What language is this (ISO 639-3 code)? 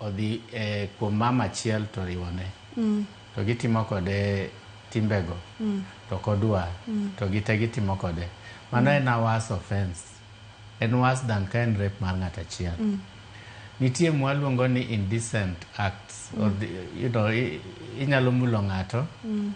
luo